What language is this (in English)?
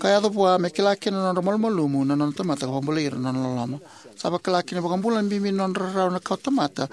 Fijian